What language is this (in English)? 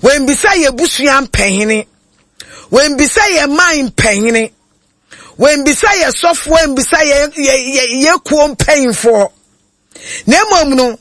Akan